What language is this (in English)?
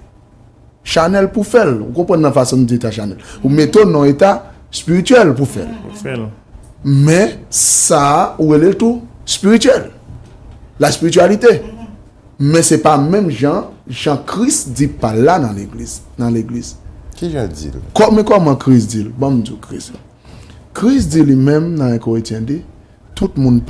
Haitian Creole